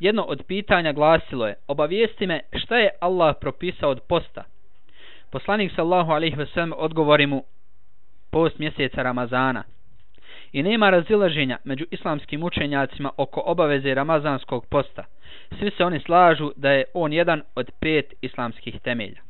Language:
Bosnian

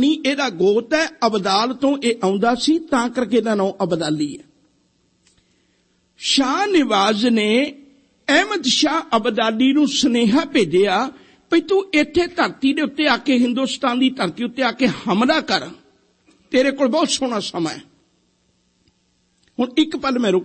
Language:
Punjabi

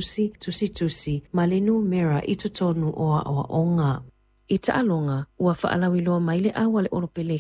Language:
Samoan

